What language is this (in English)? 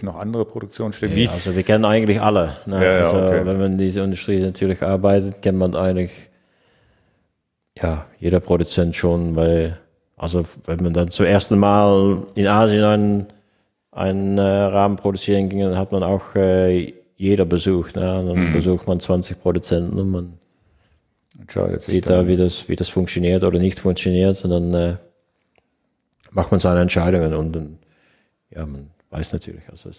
German